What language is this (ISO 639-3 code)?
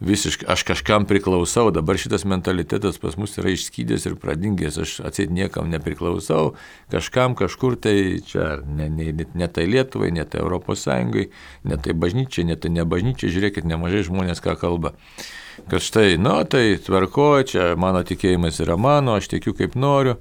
lit